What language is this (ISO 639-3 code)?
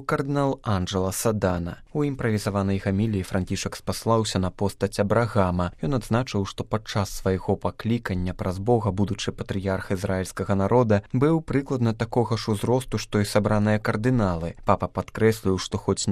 bel